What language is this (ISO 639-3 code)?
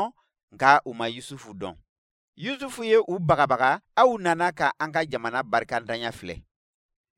bam